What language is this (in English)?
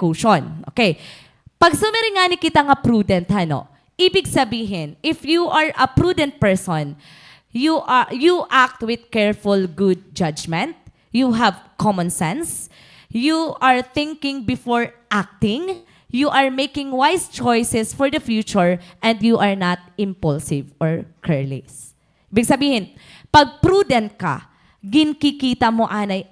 Waray